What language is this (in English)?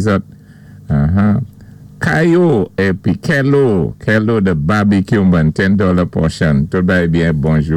Saint Lucian Creole French